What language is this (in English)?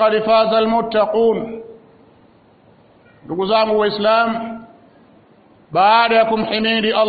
Swahili